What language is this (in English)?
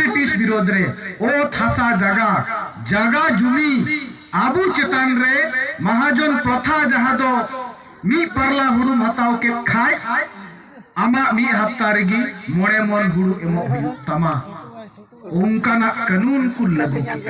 Santali